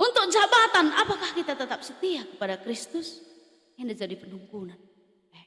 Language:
Batak Karo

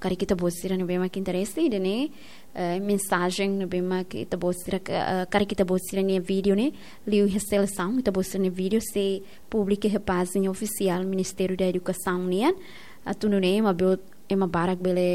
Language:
Tetum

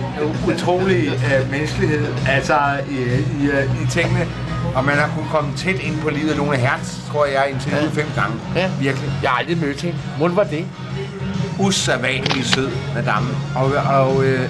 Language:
Danish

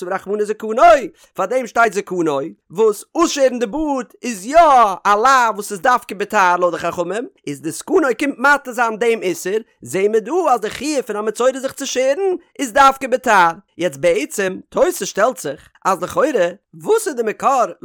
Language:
Yiddish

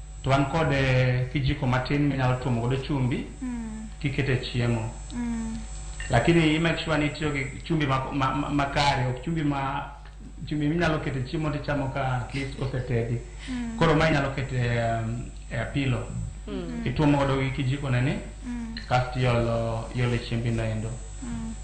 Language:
Luo (Kenya and Tanzania)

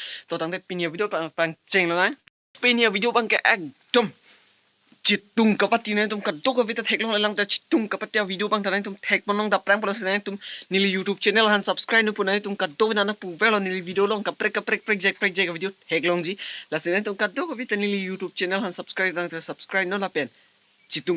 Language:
Karbi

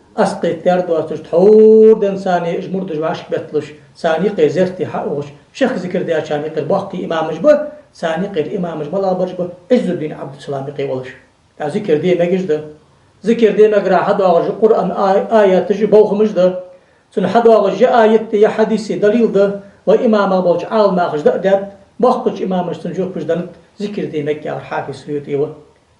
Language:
Ingush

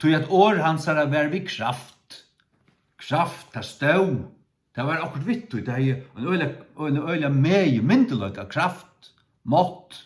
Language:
Faroese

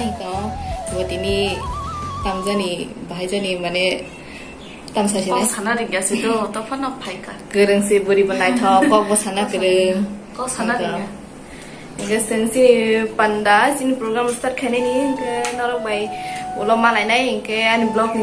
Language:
Kok Borok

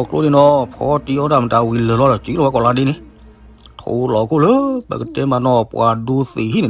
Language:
S'gaw Karen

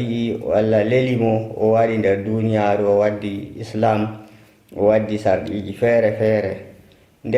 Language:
Nigerian Fulfulde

